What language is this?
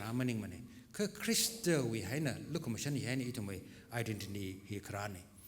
Tangkhul Naga (India)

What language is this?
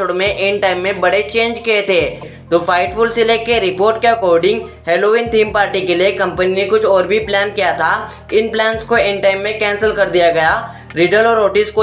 Hindi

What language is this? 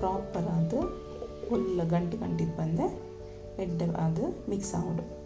Tulu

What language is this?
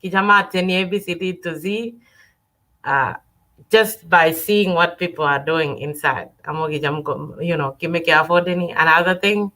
Kalenjin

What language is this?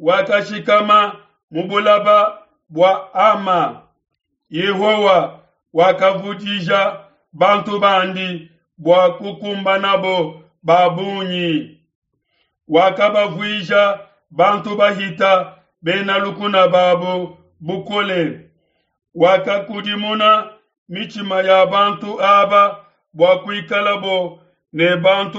Luba-Lulua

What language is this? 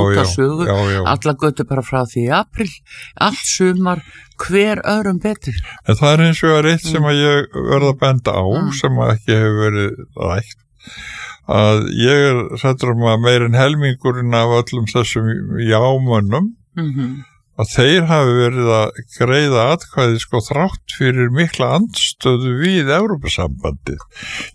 Icelandic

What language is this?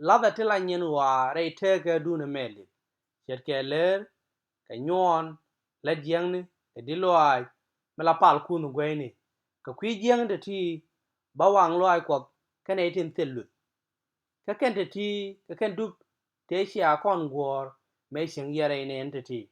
Nuer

